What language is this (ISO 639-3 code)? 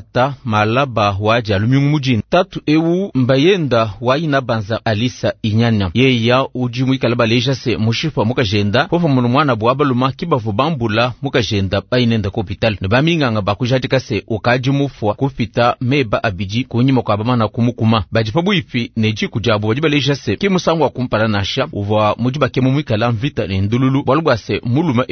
lua